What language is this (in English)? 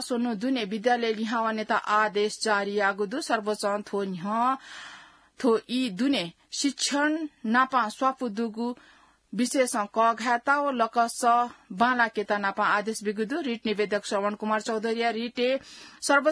Newari